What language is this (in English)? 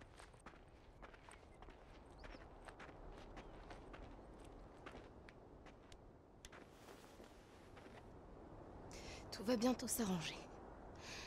French